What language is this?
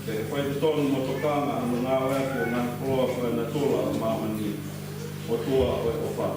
Tongan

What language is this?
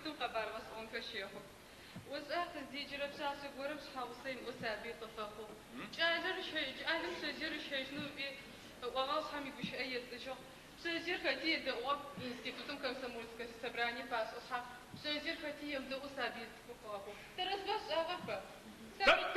Adyghe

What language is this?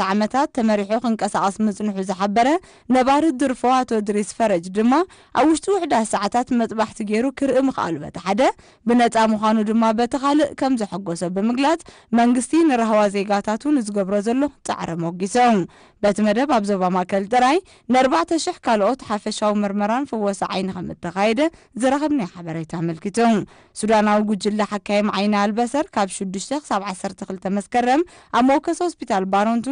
Tigrinya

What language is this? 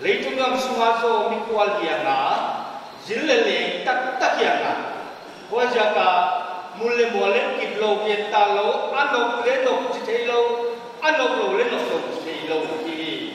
Paite Chin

